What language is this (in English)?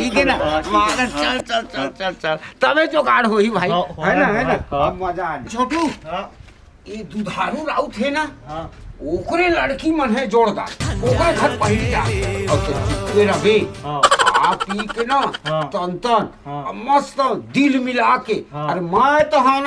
Chhattisgarhi